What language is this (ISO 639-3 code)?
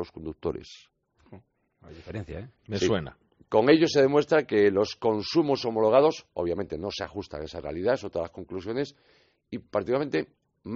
spa